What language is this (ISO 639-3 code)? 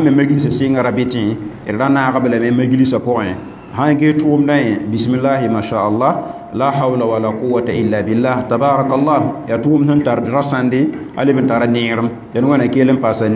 mos